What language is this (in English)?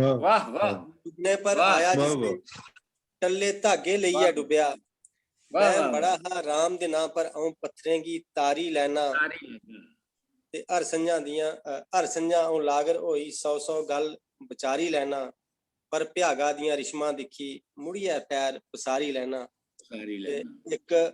Dogri